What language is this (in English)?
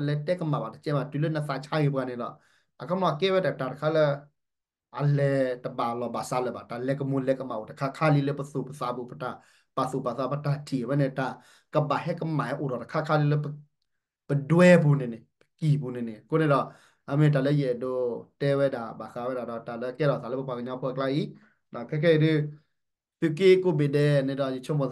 S'gaw Karen